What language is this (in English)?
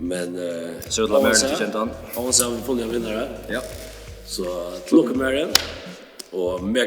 Faroese